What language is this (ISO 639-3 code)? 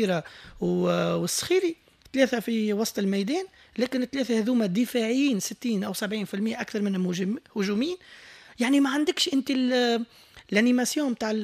aeb